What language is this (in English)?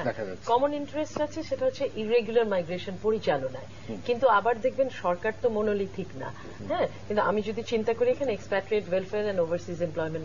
Bangla